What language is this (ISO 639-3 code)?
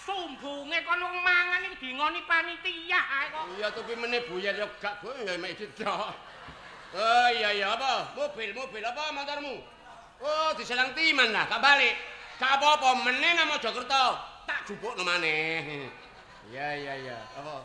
jav